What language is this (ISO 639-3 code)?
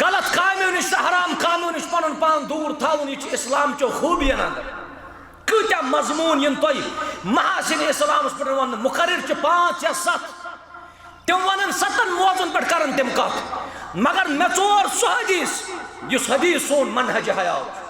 kas